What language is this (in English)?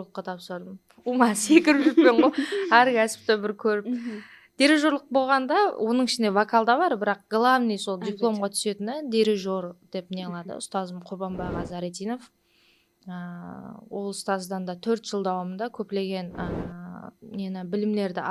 Kara-Kalpak